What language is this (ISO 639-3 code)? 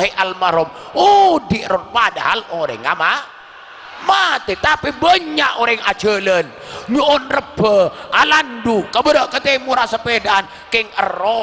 mad